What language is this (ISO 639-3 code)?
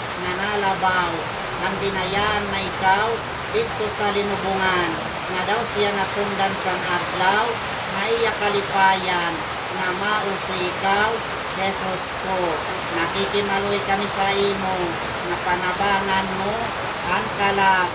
war